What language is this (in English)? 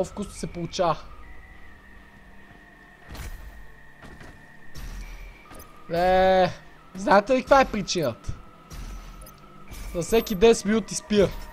Bulgarian